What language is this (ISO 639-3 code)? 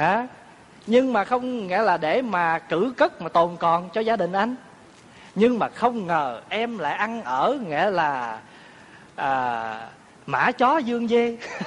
vie